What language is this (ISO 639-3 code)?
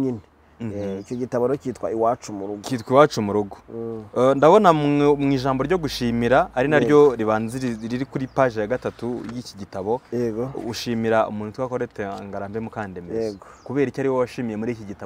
kin